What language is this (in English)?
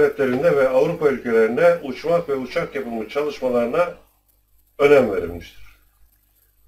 Turkish